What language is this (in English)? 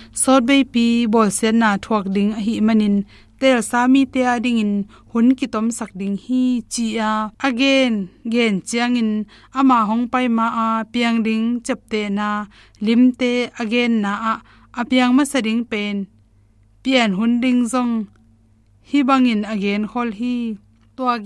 Tedim Chin